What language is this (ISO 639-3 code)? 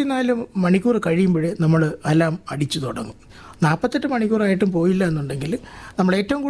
mal